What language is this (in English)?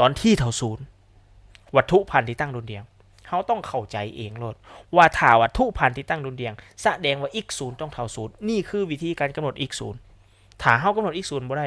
Lao